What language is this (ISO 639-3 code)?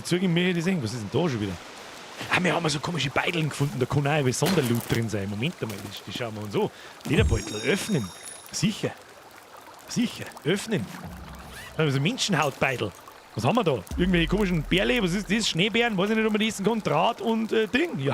bar